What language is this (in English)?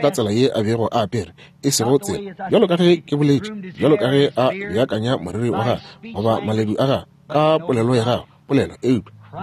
Northern Sotho